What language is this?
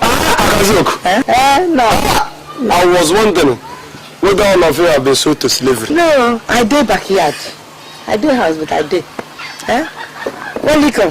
Nigerian Pidgin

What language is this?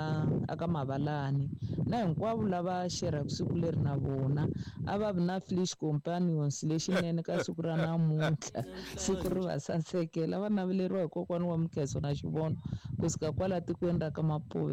Tsonga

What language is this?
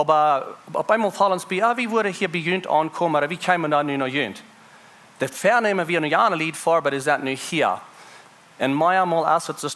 Plautdietsch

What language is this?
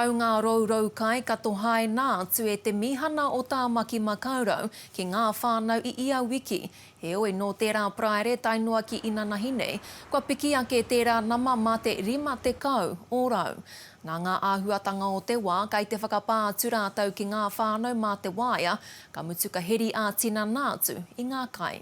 Māori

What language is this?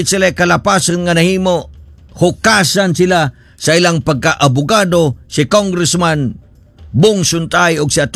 Cebuano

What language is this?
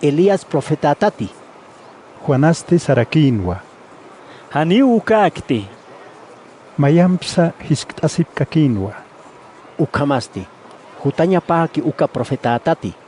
Aymara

